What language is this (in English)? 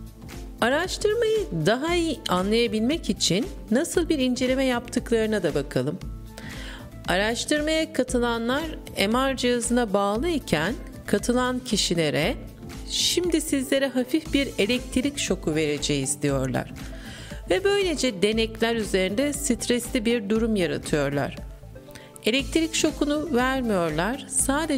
Turkish